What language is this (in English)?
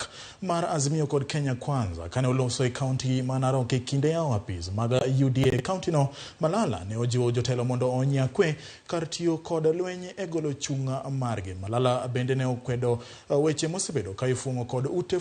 Luo (Kenya and Tanzania)